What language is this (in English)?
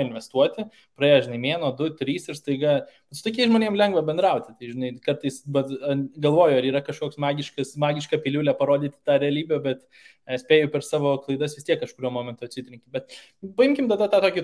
Lithuanian